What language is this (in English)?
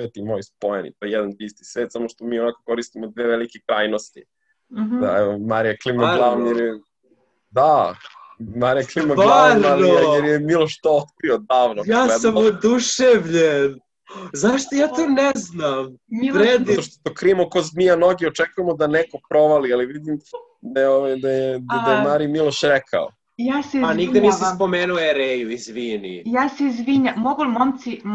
Serbian